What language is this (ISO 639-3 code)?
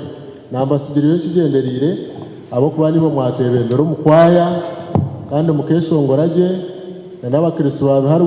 nyn